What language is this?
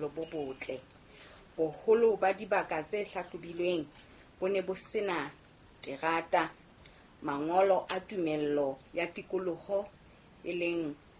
Southern Sotho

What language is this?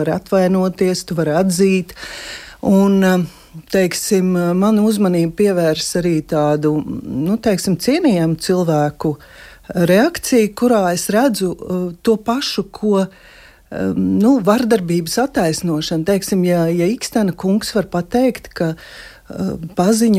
Latvian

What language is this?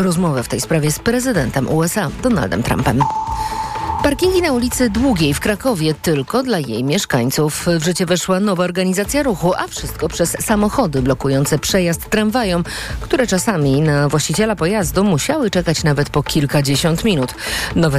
Polish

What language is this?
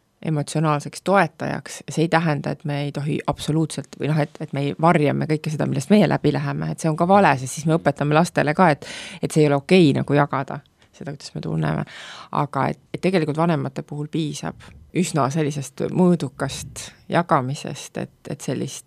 Estonian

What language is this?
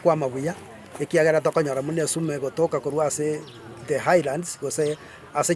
Gusii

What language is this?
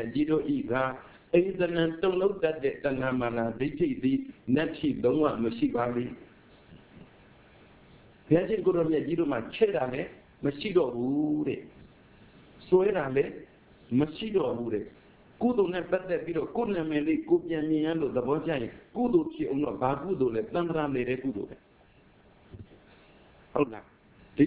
Burmese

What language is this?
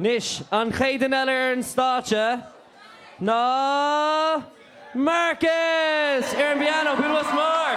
Irish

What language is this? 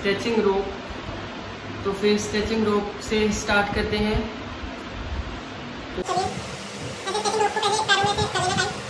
Hindi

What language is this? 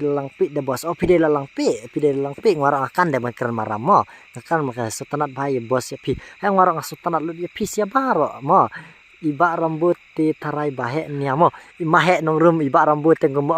Khasi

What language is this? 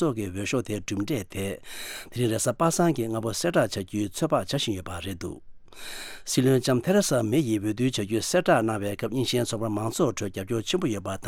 Tibetan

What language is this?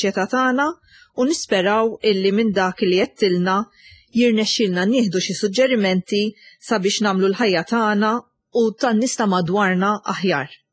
Maltese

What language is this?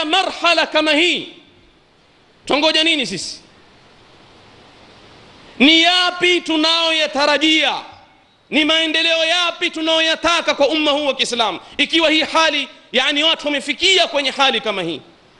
Swahili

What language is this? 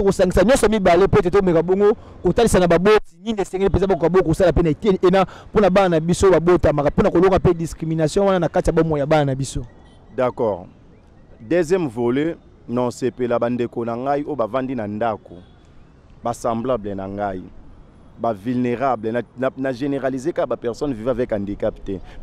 Lingala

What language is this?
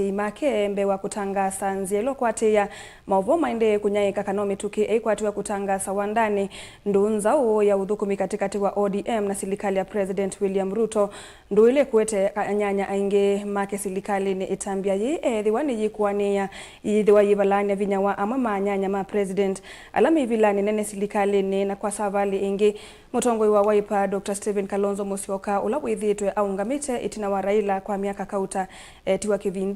Kamba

